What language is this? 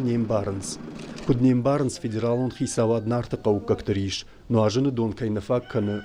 Ossetic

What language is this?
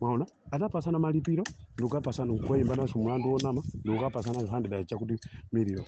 Nyanja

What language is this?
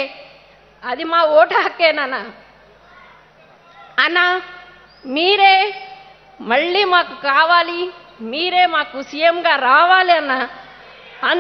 Telugu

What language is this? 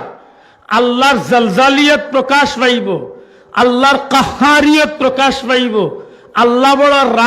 Sylheti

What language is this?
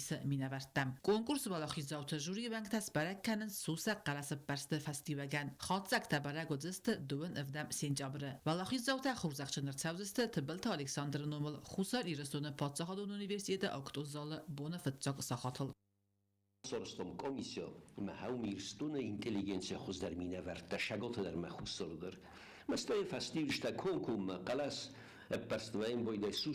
Ossetic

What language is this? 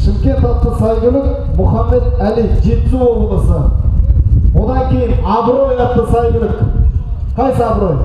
Kazakh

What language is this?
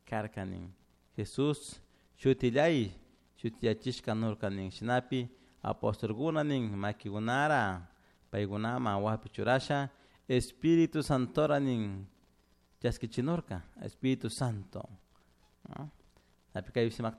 Chimborazo Highland Quichua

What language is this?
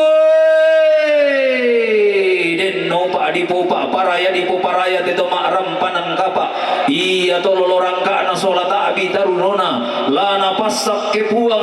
Toraja-Sa'dan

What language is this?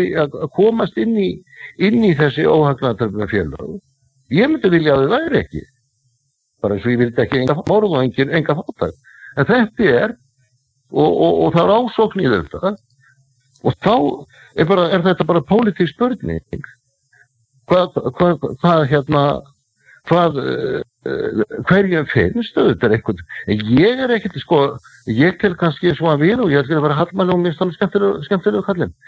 Icelandic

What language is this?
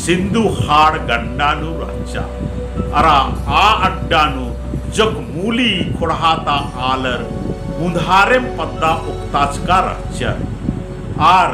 Kurukh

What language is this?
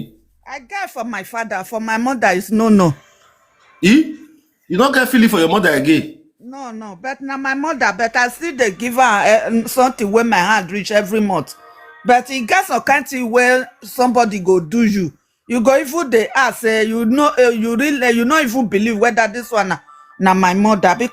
Nigerian Pidgin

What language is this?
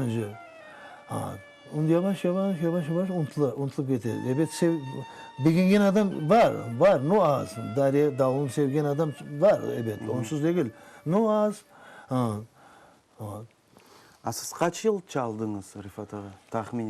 Crimean Tatar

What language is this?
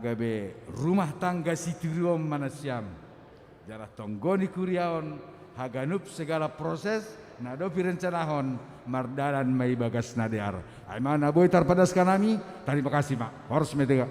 Batak Simalungun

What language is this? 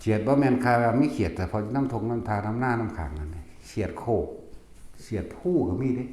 Northeastern Thai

